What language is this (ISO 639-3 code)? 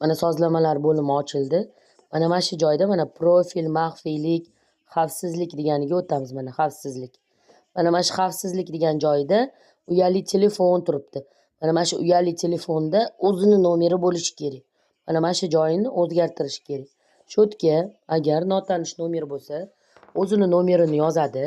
uzb